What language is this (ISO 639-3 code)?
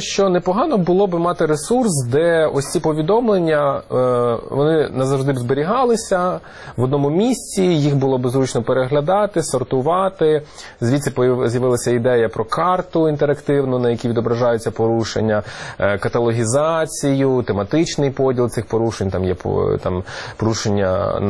ukr